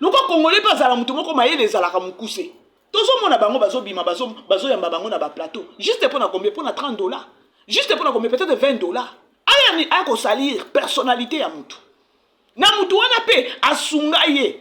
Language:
Lingala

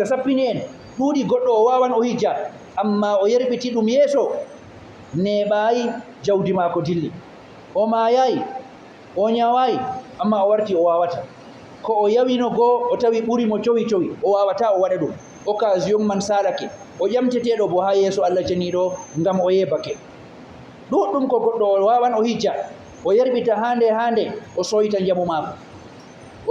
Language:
Fula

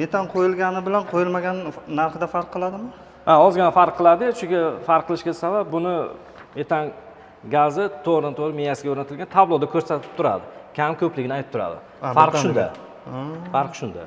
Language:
Uzbek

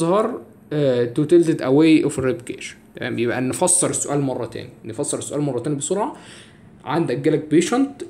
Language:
Egyptian Arabic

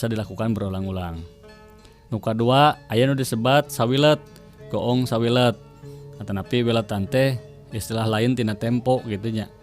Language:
Sundanese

